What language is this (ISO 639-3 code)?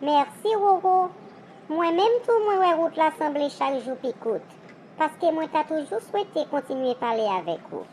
hat